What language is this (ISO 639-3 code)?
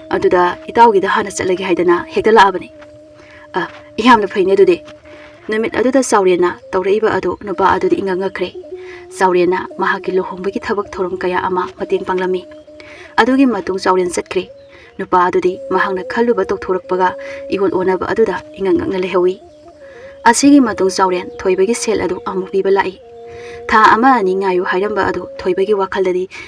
mni